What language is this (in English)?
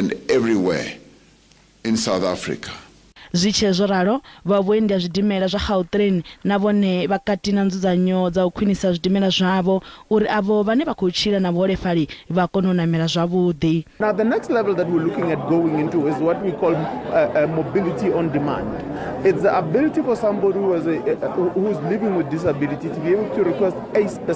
Venda